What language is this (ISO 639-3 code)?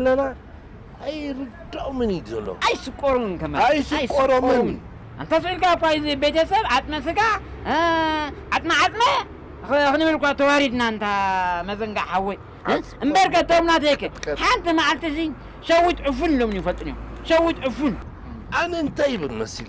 tir